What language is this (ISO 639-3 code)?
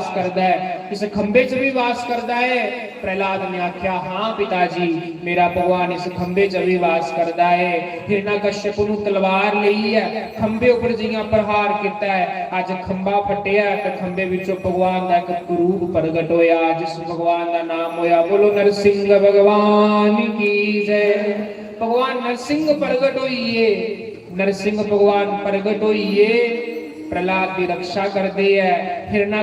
doi